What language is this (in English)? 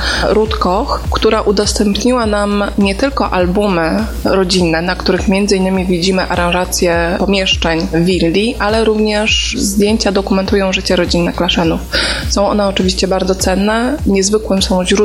Polish